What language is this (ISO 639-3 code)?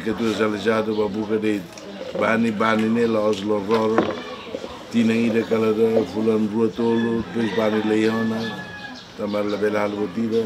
tet